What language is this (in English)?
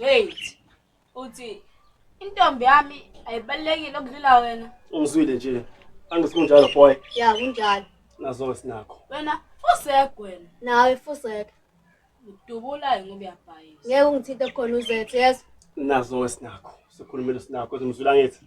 Zulu